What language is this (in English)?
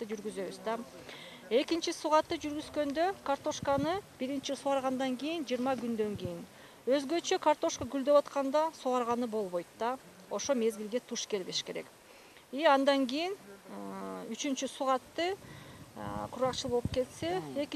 Kyrgyz